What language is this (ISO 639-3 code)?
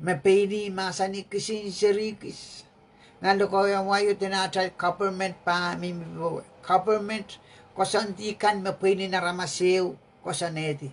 pon